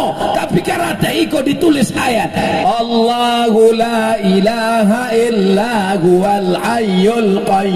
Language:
Minangkabau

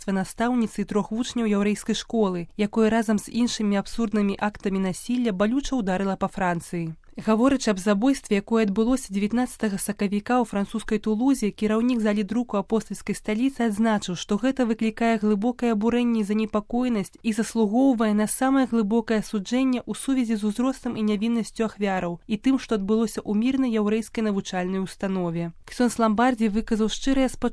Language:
Belarusian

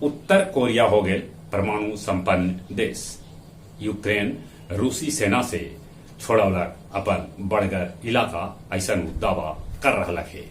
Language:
Magahi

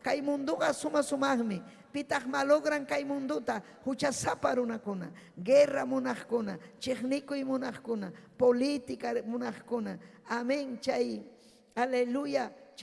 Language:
Ayacucho Quechua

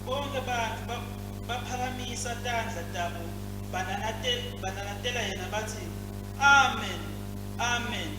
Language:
Swati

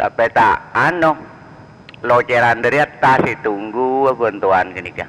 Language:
Madurese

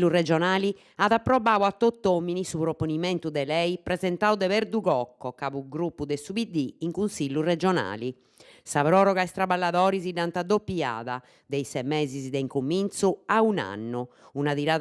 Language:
Sardinian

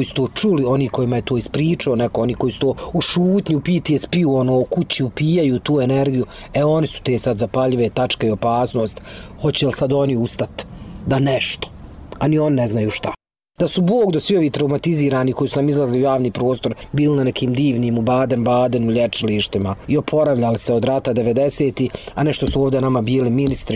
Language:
Bosnian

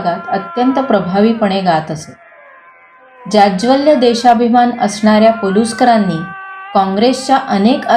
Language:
Marathi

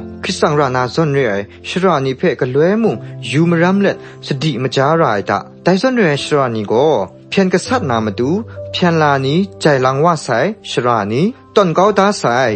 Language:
Kachin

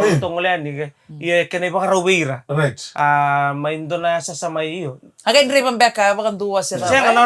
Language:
Fijian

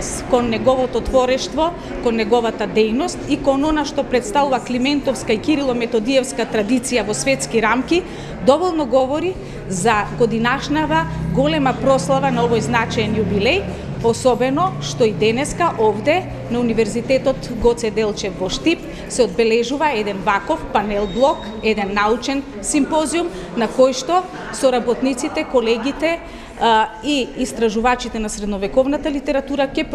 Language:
Macedonian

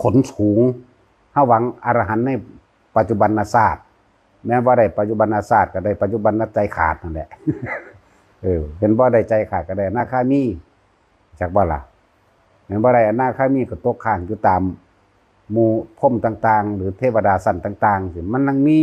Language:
Lao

